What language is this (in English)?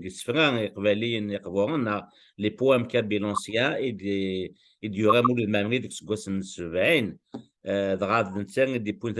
Kabyle